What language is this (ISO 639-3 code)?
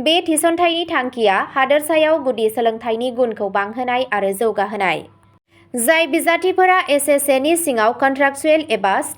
brx